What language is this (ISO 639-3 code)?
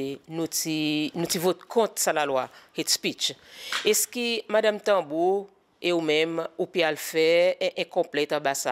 crs